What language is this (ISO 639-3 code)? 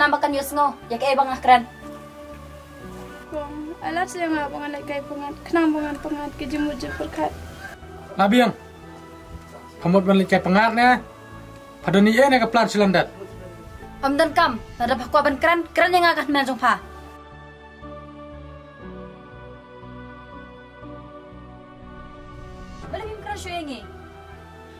kha